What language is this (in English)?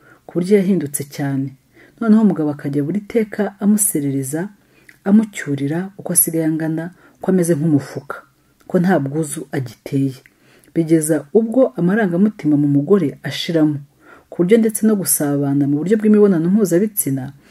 Kinyarwanda